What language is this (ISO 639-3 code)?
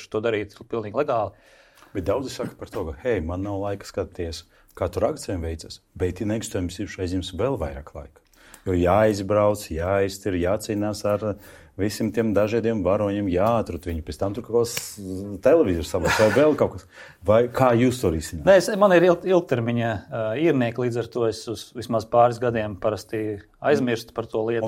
lav